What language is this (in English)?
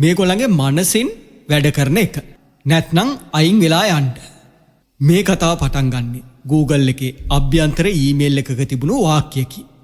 Sinhala